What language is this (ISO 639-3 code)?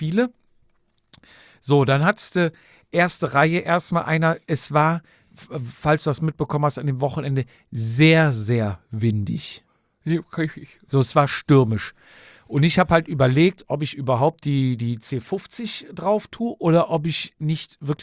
deu